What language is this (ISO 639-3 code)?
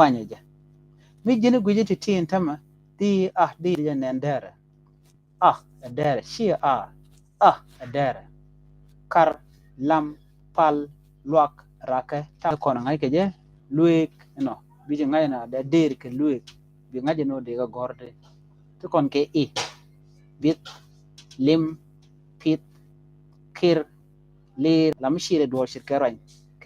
nus